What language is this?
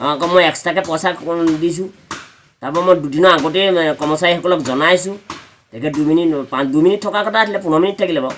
Assamese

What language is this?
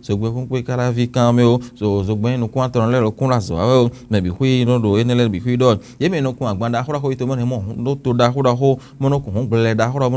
Fon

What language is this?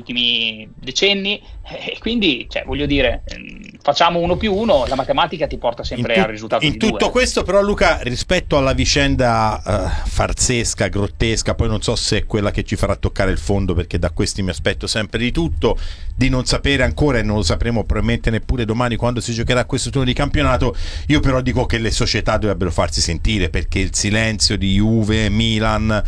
Italian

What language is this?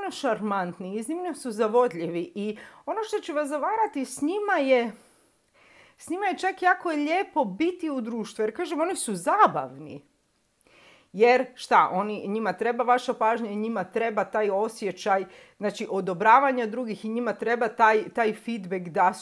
Croatian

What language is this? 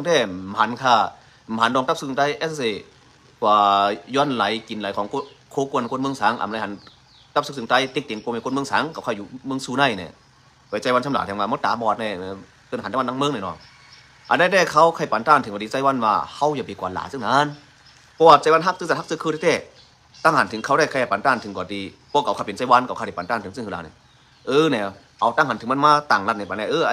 Shan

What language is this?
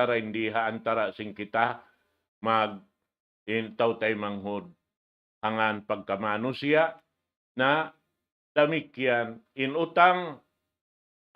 Tausug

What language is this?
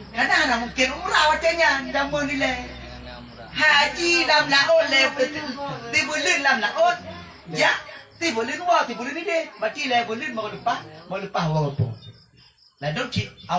Achinese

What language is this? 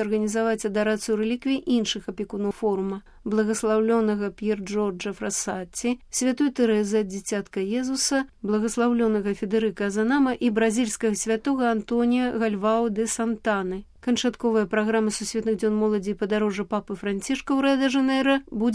Belarusian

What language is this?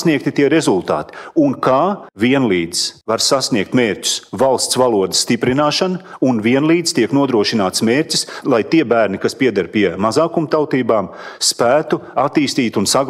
Latvian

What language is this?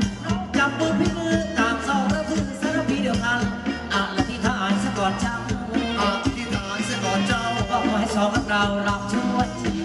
Thai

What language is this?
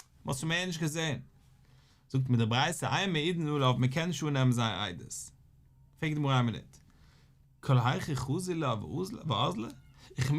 Yiddish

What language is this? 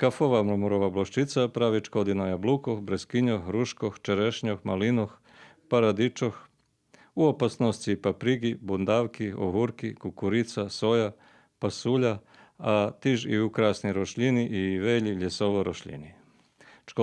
Rusyn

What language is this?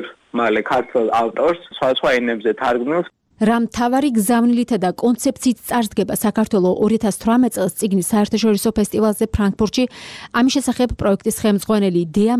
Georgian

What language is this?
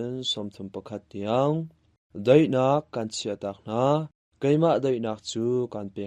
Hakha Chin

